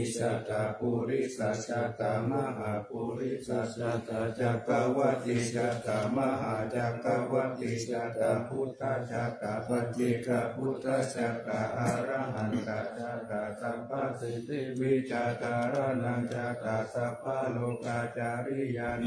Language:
Pali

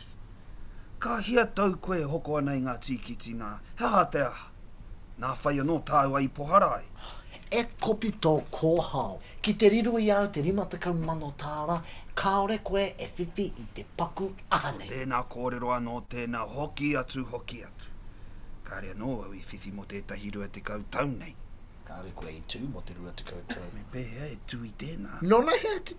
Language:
Māori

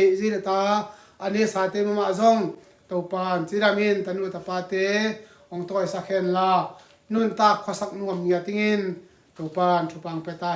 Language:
Tedim Chin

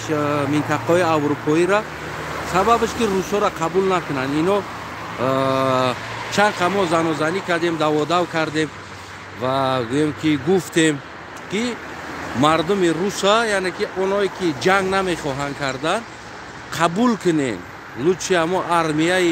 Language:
Tajik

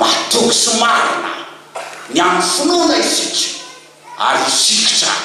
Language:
Malagasy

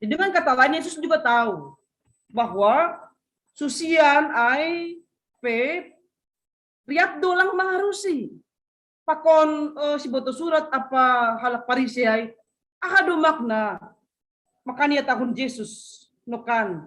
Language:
Batak Simalungun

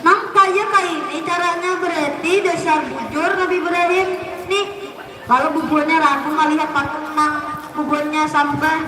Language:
Banjar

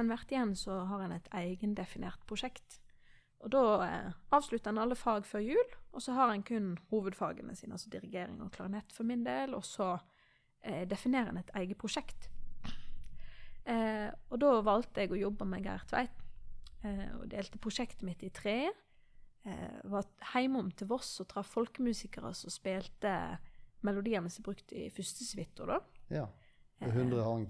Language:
Norwegian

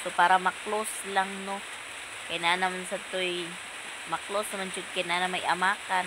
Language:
Cebuano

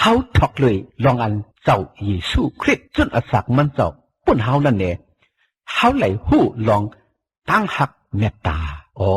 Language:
Shan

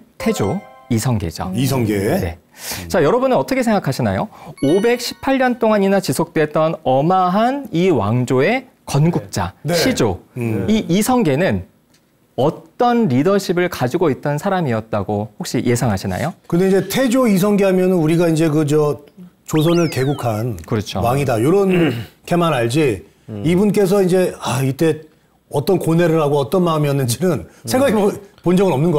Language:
Korean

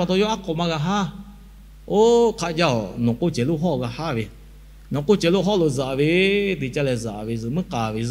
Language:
Lahu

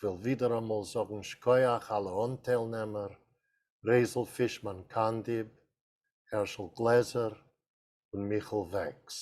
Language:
Yiddish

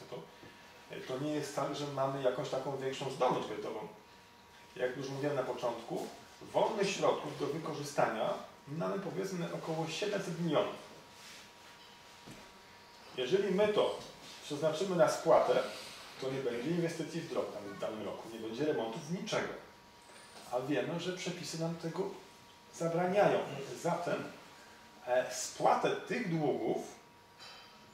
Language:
Polish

